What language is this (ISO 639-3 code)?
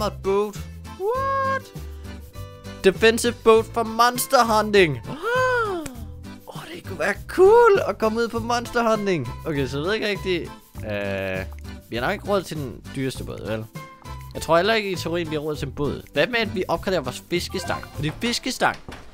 dan